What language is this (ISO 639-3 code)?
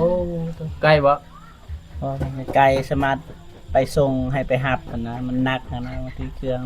tts